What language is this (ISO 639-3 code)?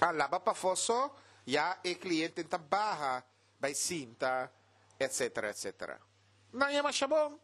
pap